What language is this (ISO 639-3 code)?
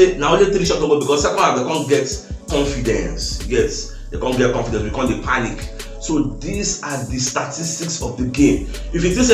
pcm